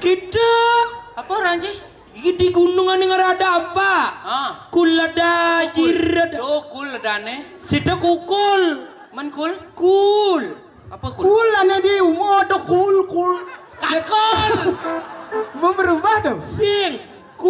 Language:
Balinese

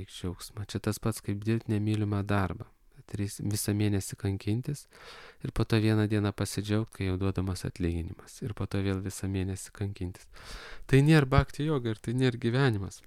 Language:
Lithuanian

